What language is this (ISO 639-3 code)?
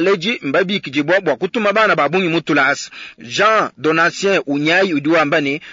lua